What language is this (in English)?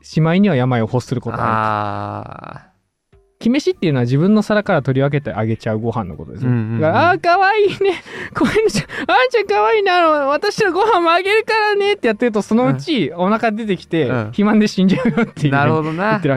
Japanese